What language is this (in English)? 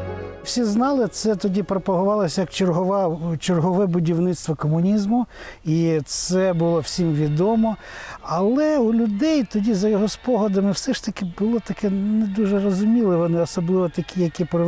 Ukrainian